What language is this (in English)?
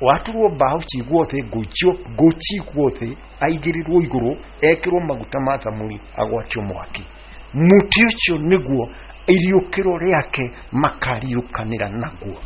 Kikuyu